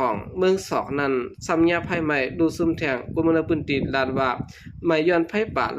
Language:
Shan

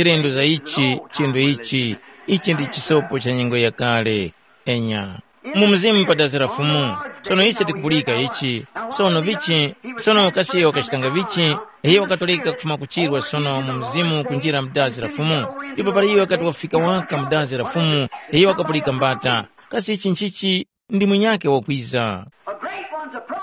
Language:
Tumbuka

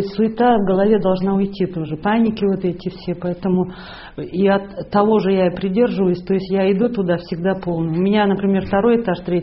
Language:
Russian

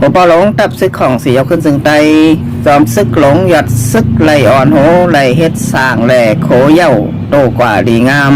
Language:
Shan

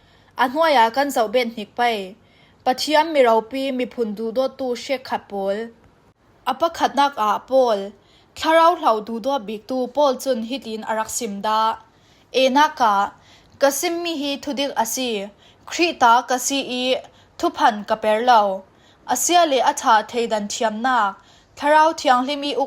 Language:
Falam Chin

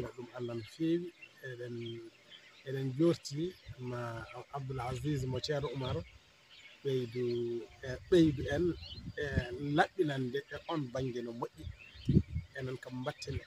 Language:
Fula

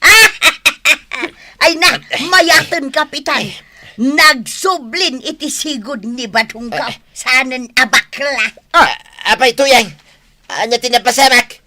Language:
Iloko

